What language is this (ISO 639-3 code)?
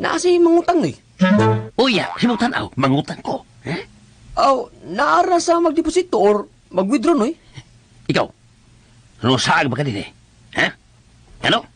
ceb